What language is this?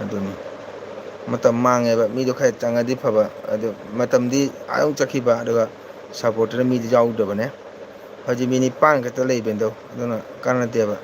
Manipuri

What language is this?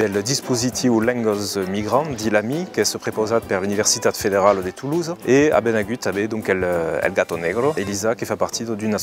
Occitan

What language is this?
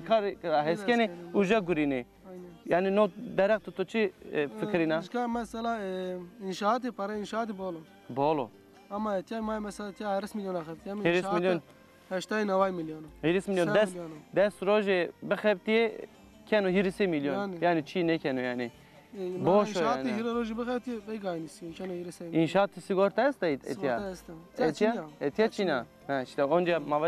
Zaza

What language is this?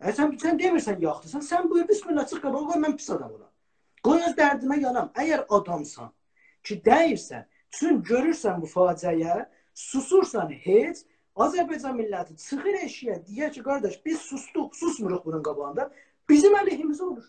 South Azerbaijani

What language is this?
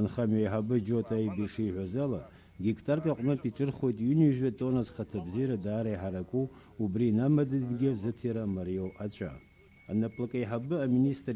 Abkhazian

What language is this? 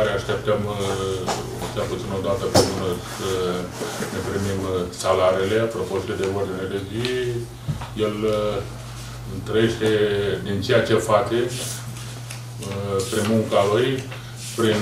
Romanian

